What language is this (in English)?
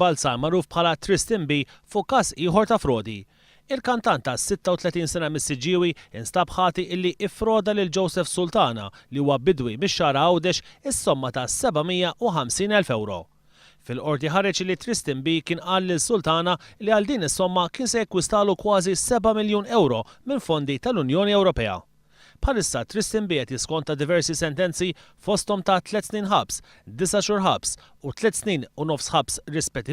Maltese